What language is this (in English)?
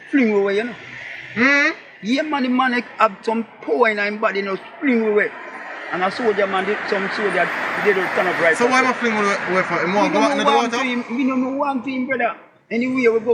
Jamaican Creole English